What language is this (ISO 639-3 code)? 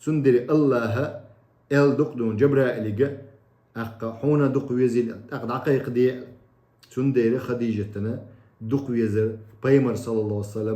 che